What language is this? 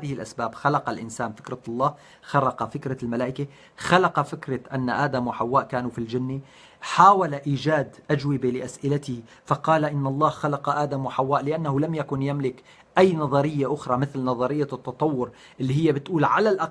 North Levantine Arabic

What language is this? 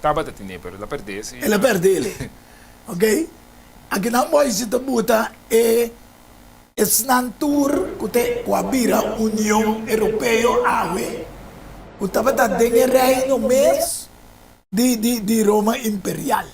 Papiamento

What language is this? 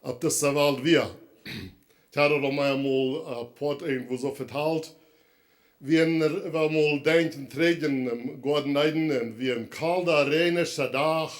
Plautdietsch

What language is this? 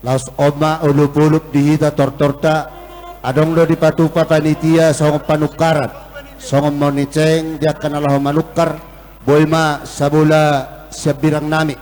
Batak Toba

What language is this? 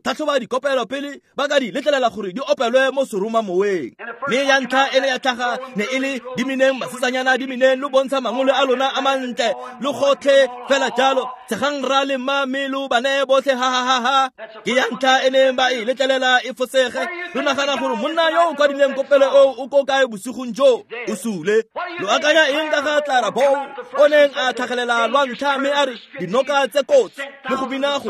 Tswana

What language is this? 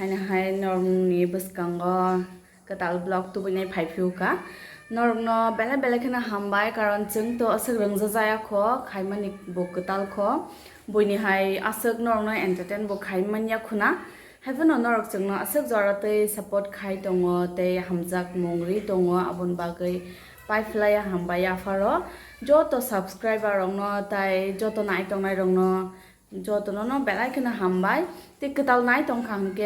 Kok Borok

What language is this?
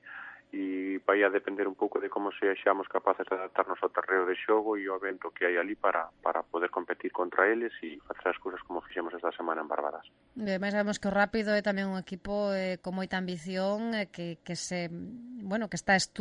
Galician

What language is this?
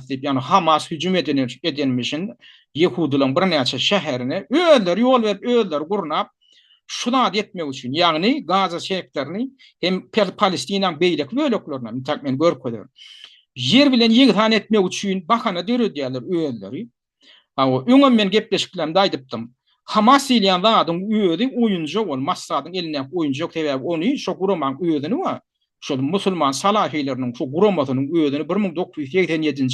Turkmen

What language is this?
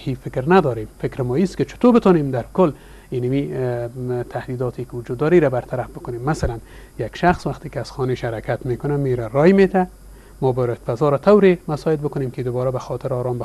Persian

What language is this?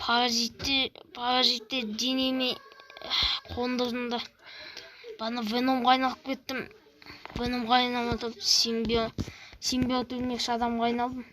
Kazakh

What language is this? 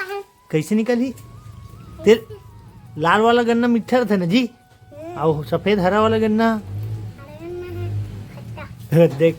Chhattisgarhi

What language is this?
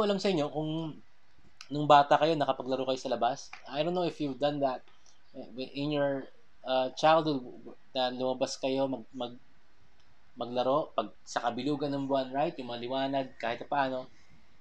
Filipino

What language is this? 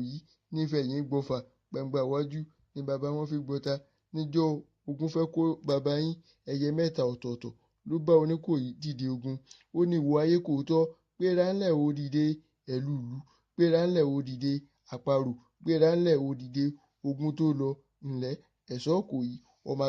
Yoruba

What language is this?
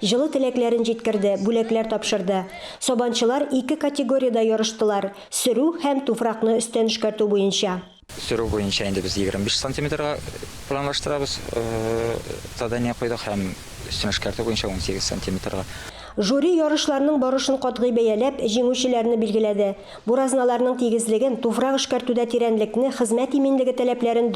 Tatar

